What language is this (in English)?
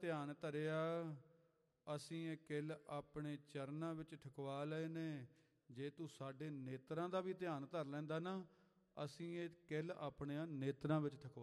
Punjabi